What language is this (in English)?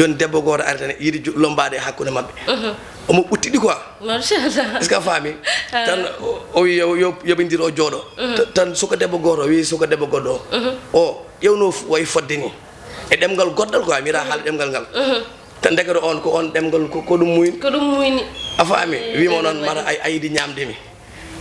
Fula